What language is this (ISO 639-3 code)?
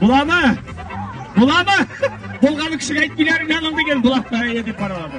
tat